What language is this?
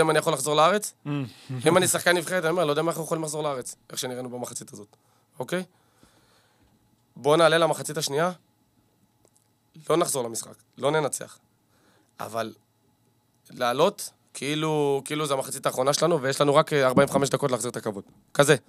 Hebrew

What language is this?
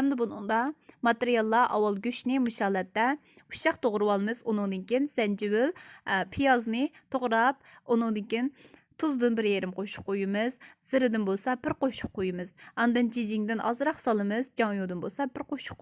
Uyghur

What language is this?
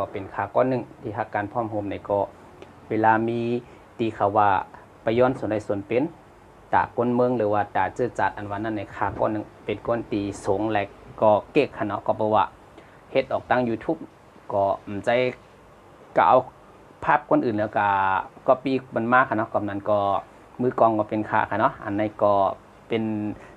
Shan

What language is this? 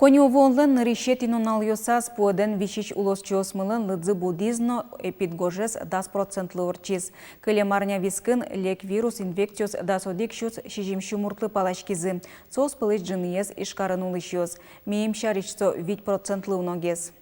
Udmurt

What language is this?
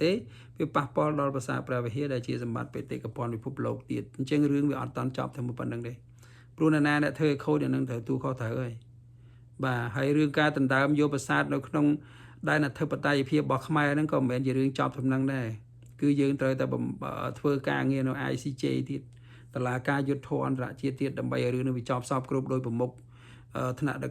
Khmer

